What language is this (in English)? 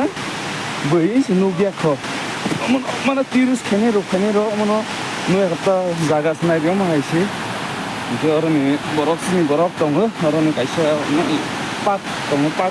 Kok Borok